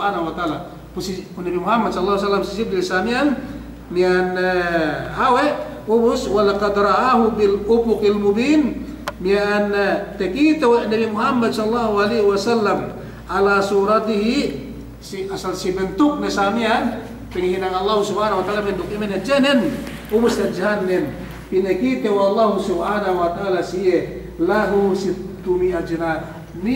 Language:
Yakan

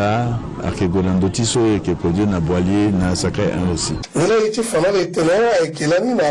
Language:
Sango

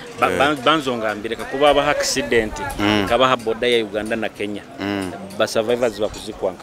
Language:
Nyoro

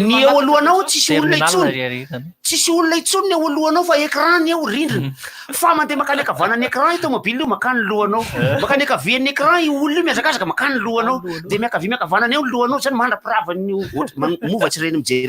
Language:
Malagasy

